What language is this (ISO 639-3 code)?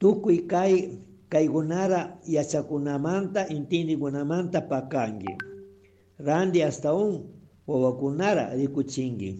qug